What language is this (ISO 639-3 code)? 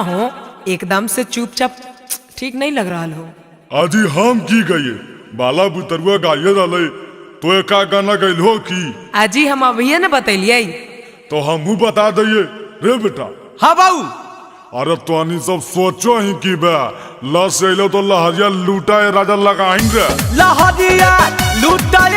mag